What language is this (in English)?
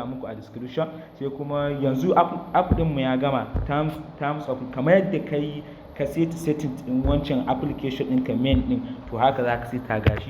Hausa